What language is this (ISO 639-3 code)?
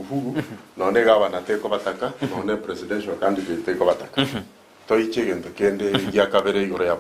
guz